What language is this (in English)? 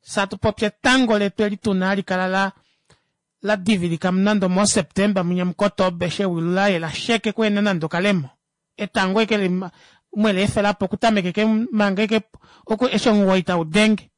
Kuanyama